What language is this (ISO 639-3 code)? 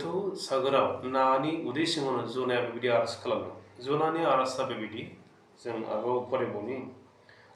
brx